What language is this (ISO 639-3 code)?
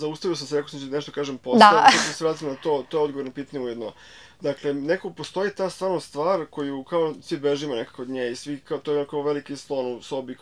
srp